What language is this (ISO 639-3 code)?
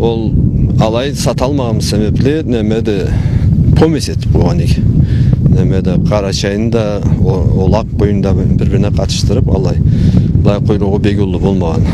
krc